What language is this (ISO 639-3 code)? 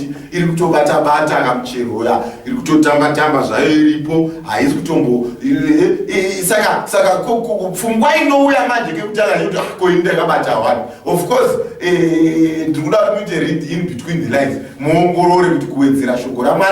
sna